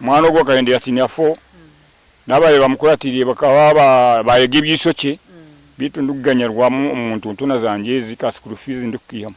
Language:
Nyankole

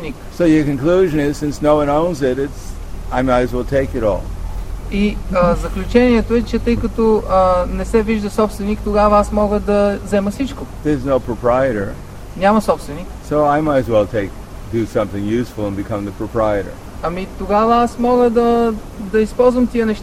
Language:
Bulgarian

